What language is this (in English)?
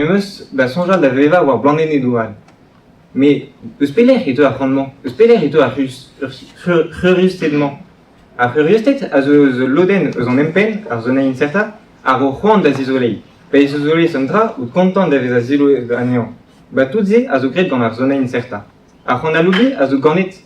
Breton